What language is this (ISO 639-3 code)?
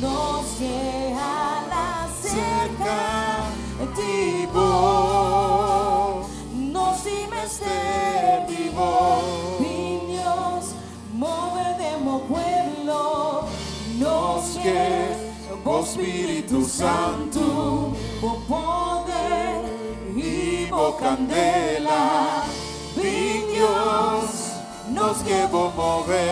pap